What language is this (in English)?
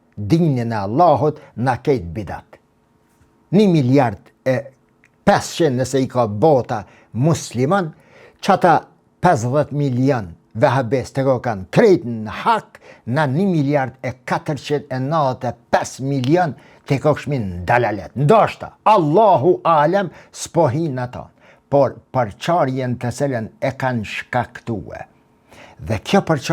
Albanian